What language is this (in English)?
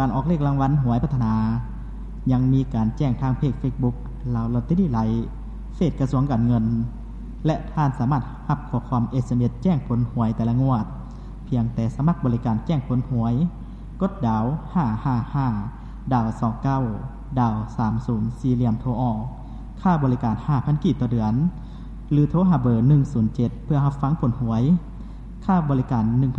Lao